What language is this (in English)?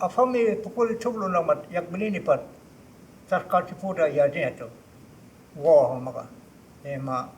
Choctaw